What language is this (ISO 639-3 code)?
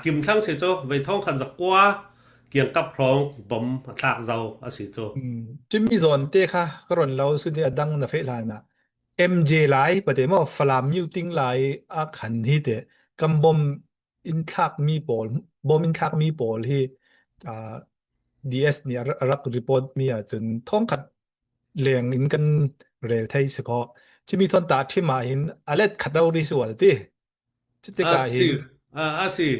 cfm